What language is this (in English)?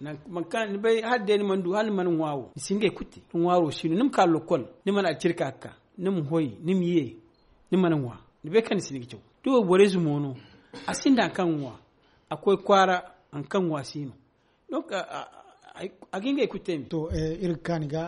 Zarma